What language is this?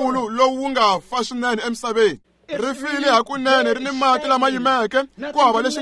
Tsonga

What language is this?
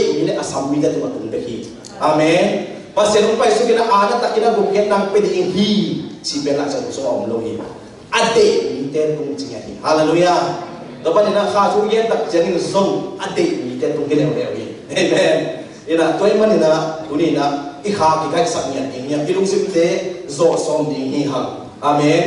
Tedim Chin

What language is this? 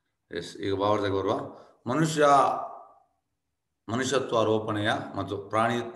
Kannada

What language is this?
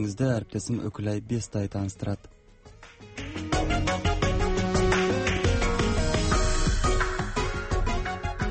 Kazakh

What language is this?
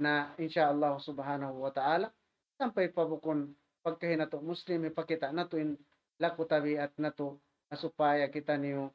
Tausug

